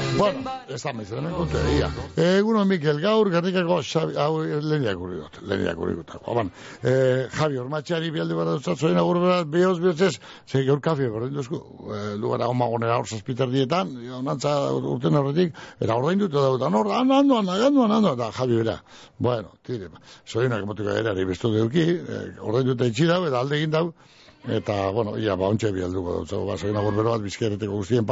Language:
Basque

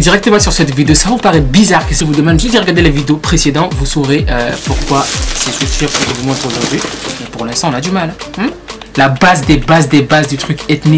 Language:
French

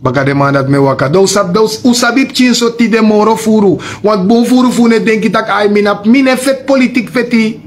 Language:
Sranan Tongo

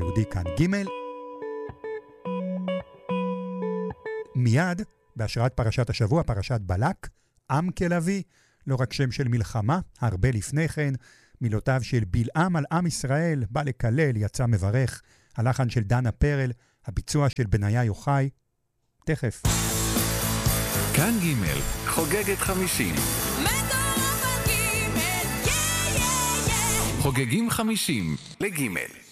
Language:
Hebrew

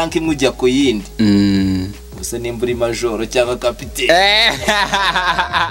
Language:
Kinyarwanda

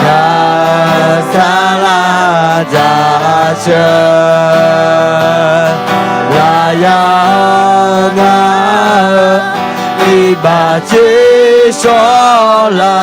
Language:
Akha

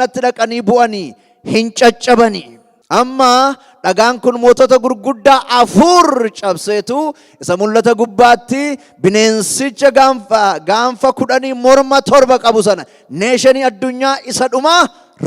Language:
Oromo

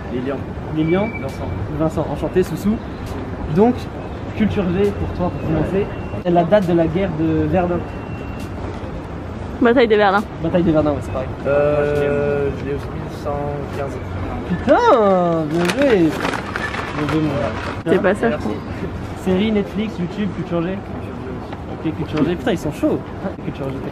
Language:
French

